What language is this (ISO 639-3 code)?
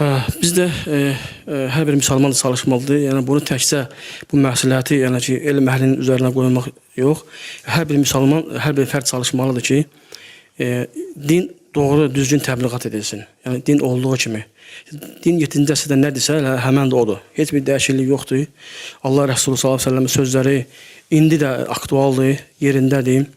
aze